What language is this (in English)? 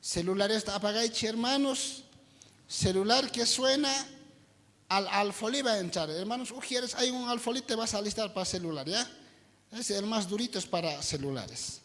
South Bolivian Quechua